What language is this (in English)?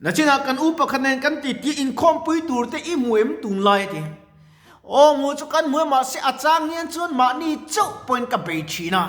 Mizo